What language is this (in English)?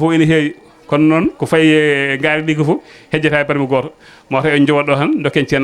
Fula